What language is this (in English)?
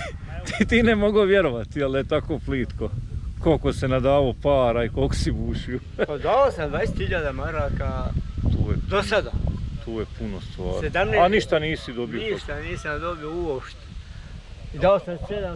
Bosnian